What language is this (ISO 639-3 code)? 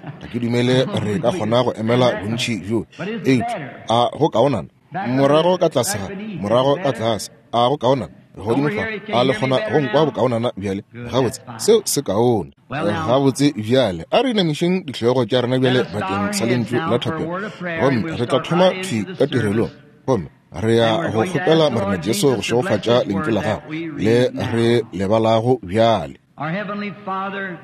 nso